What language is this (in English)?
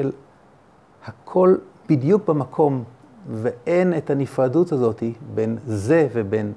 Hebrew